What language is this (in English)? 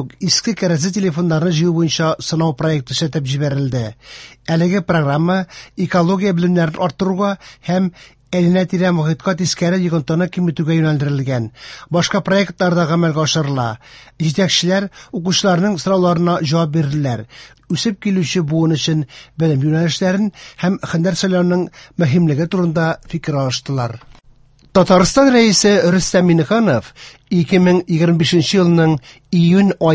Tatar